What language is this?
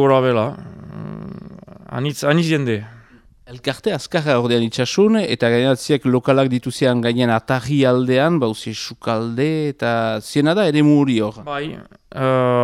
Basque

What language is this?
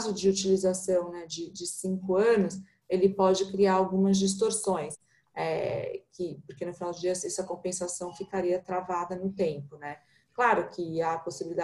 Portuguese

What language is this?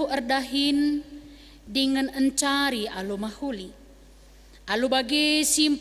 Batak Karo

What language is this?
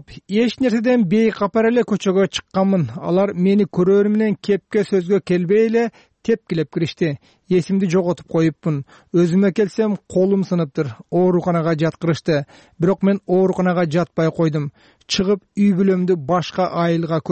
Kyrgyz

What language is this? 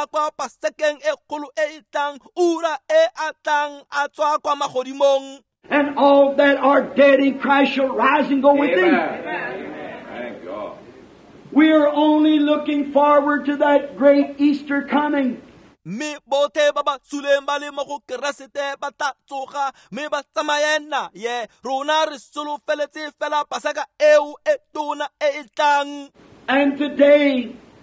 Tswana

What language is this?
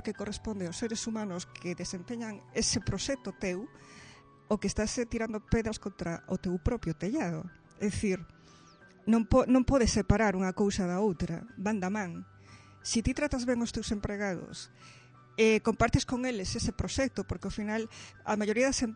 Galician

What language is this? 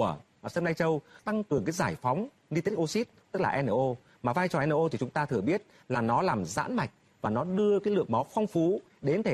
Vietnamese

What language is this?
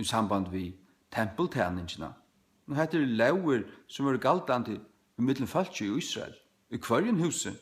Faroese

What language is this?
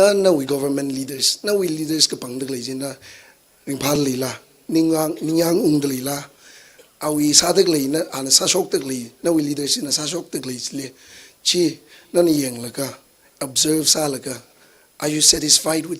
Tangkhul Naga (India)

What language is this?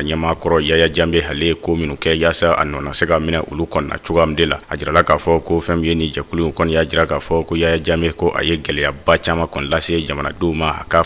Bambara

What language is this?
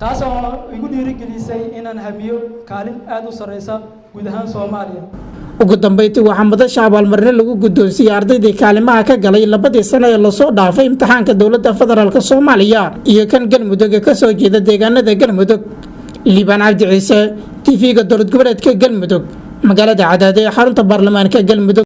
Somali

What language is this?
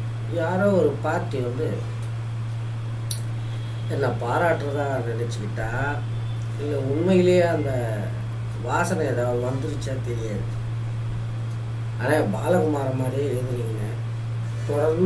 Tamil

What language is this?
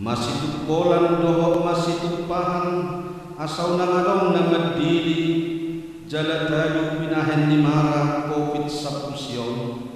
Batak Toba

